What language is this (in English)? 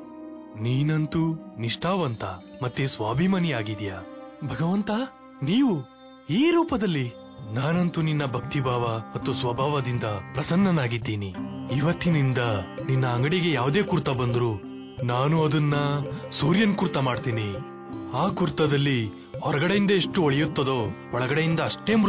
Kannada